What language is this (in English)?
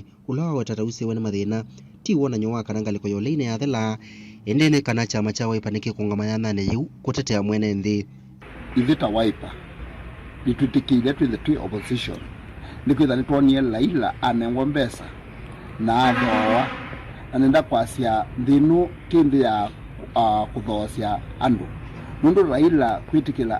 Kamba